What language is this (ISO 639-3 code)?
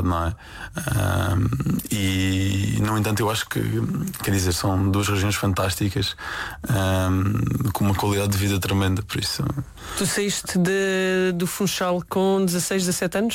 por